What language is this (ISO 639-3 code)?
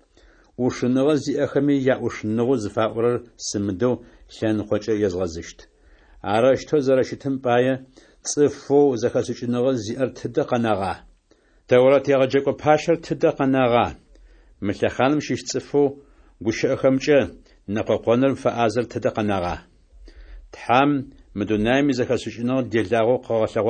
ady